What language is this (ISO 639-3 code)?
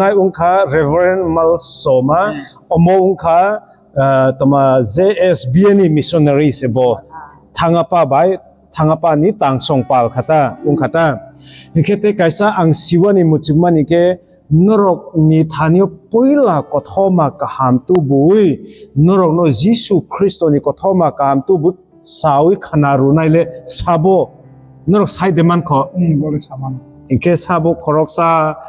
trp